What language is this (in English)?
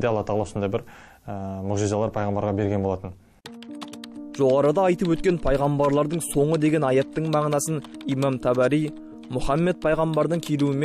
Kazakh